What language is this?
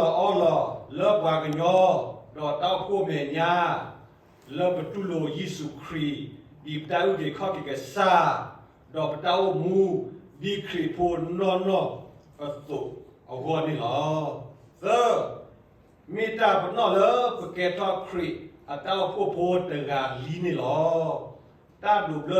S'gaw Karen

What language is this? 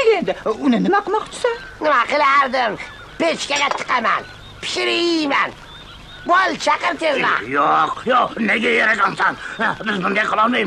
Uzbek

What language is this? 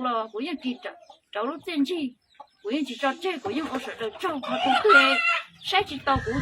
Hmong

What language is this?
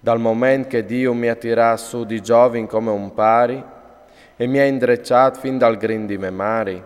Friulian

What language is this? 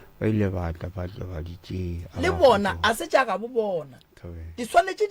Northern Sotho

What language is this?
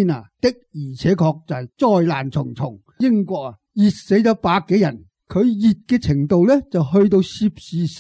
Cantonese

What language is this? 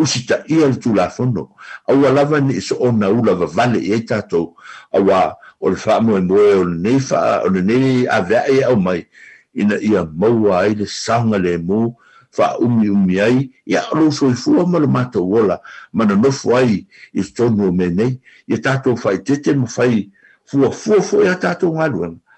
Samoan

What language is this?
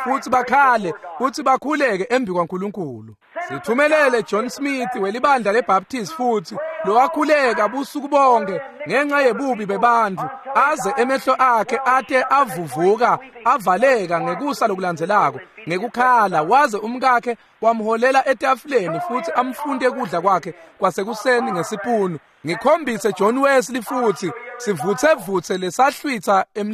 Swati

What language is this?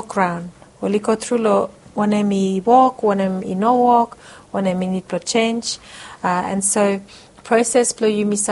Bislama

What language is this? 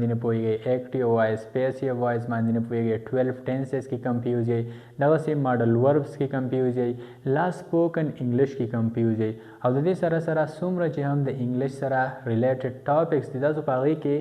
Pashto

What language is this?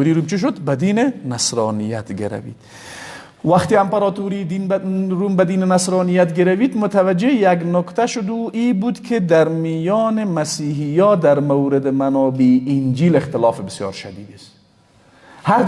Persian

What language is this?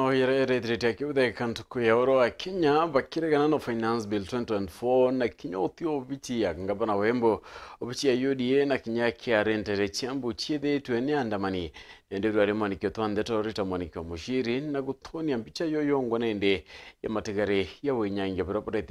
Meru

